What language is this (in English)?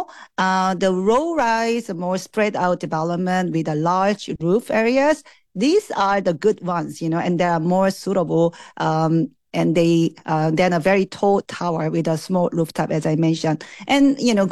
English